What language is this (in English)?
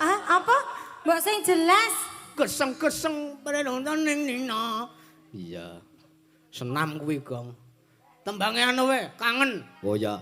Javanese